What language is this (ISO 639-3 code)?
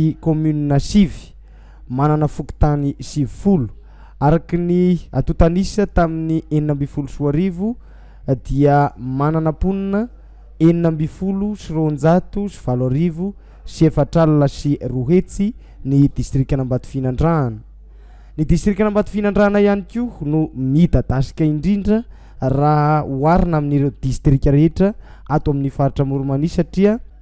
mlg